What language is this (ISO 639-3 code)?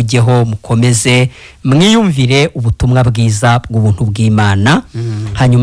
kin